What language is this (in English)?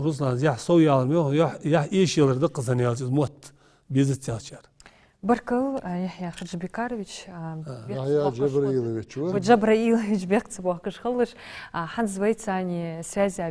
Ingush